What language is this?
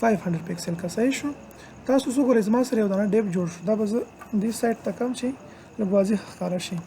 Pashto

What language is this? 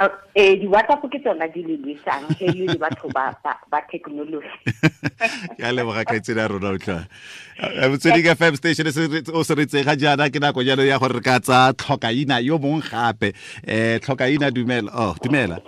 Tswana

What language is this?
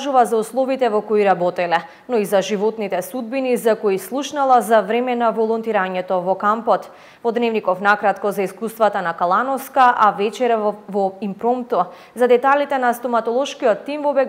Macedonian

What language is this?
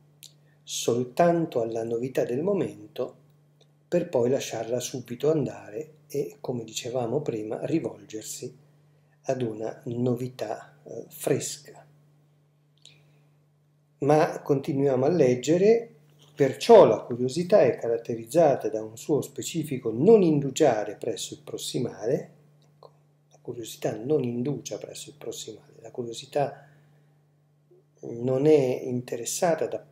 Italian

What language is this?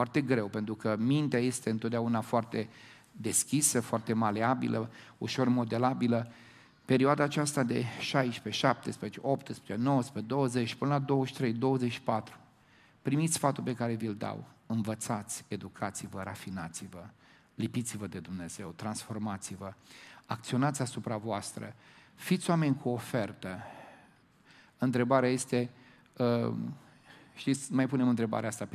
Romanian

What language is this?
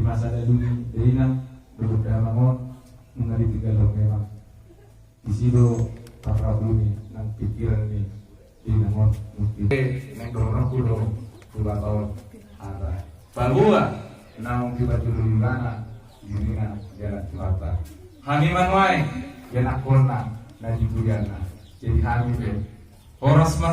Batak Toba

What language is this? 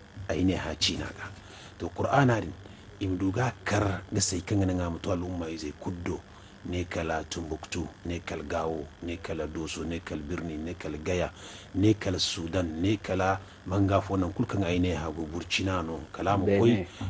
Zarma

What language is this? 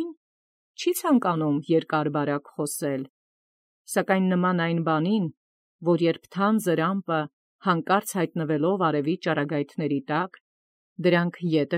Armenian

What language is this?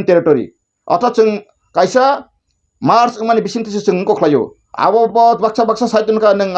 Kok Borok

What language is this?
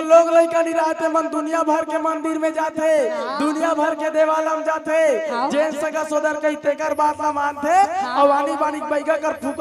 Chhattisgarhi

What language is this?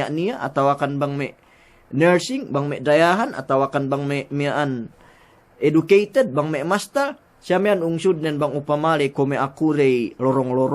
Yakan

